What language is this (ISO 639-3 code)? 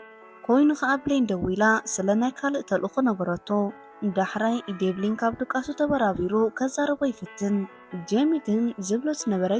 tir